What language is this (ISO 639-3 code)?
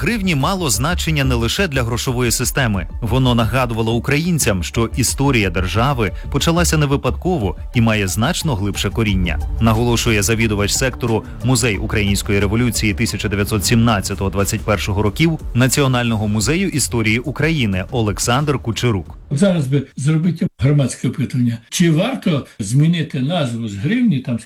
ukr